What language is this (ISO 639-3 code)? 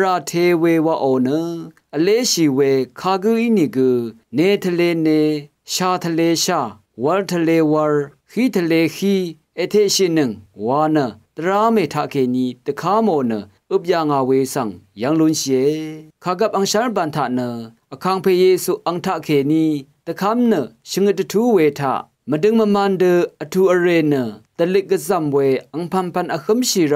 raw